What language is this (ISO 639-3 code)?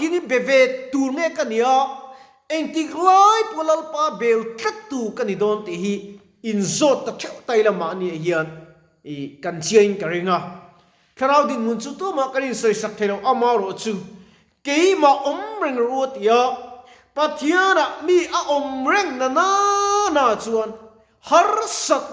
lus